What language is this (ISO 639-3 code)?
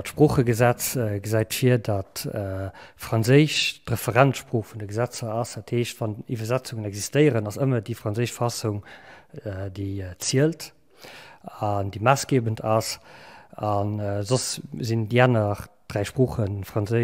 ltz